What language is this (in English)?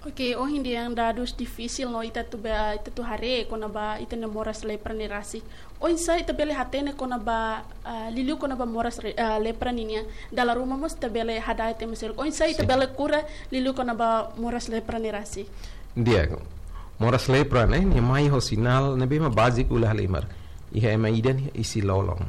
Tetum